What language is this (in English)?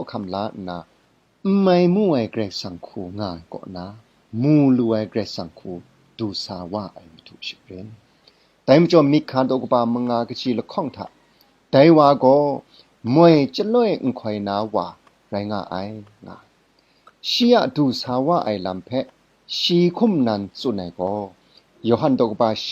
Kachin